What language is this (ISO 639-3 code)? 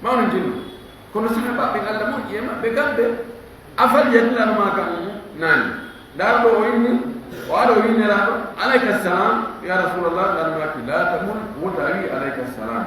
ful